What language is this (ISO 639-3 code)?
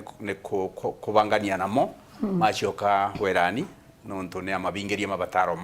mer